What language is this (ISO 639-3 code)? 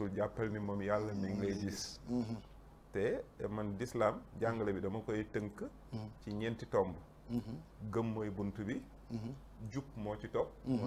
wol